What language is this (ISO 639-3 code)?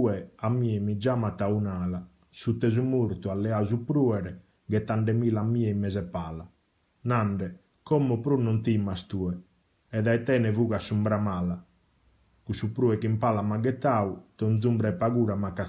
srd